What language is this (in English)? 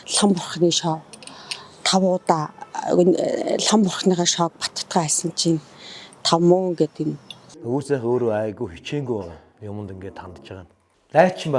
Mongolian